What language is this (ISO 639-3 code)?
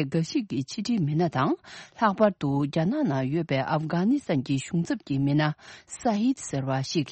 bod